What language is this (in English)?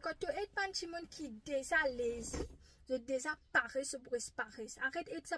Morisyen